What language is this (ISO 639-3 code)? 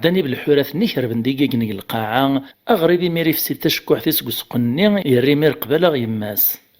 kab